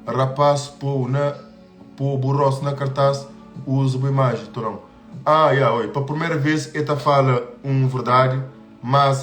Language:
Kabuverdianu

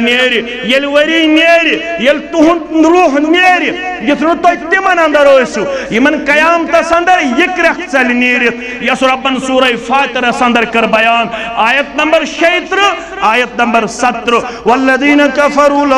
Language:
Kashmiri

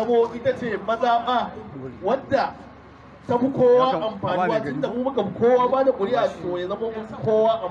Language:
Hausa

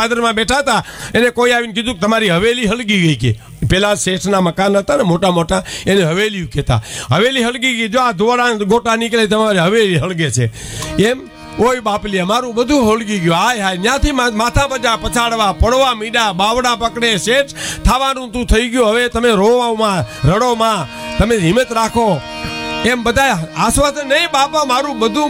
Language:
Gujarati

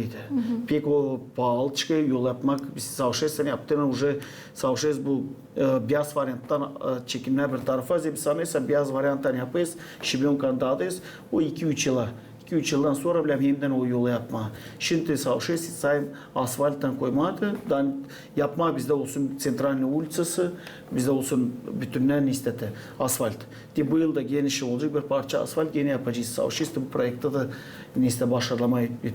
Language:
Gagauz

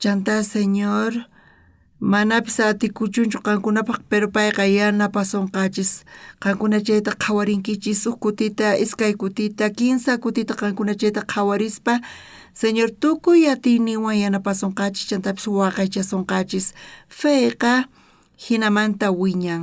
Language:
South Bolivian Quechua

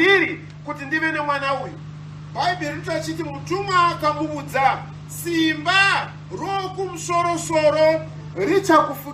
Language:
Shona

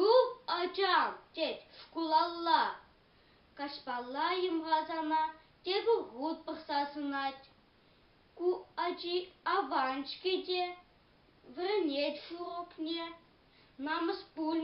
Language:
Chuvash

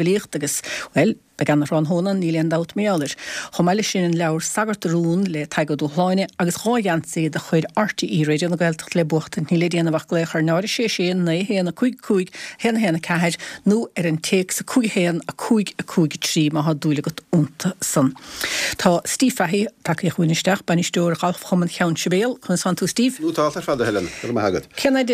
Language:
Irish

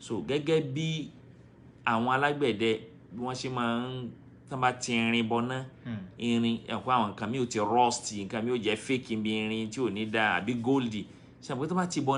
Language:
Yoruba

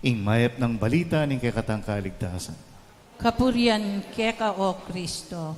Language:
Pampanga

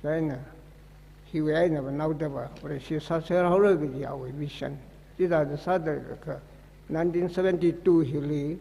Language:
Tangkhul Naga (India)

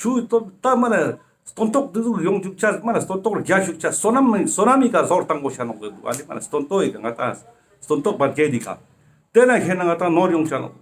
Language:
Ladakhi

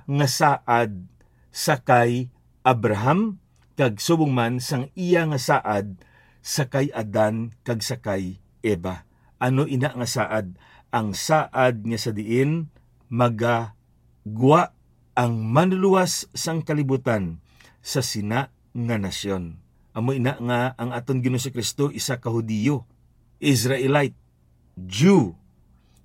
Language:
Hiligaynon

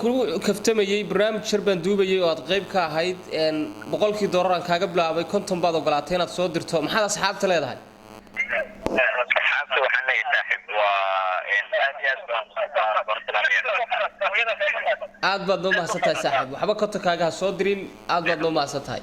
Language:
Somali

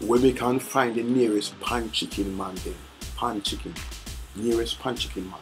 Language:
Jamaican Creole English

